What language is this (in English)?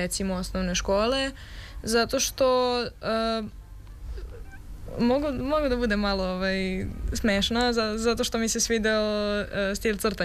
Serbian